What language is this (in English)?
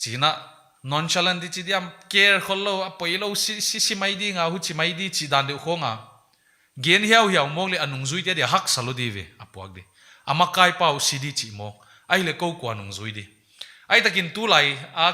Paite Chin